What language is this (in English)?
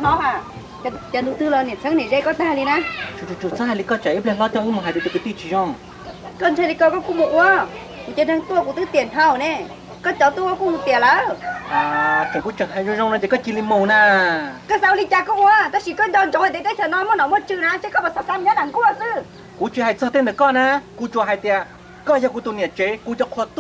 Hmong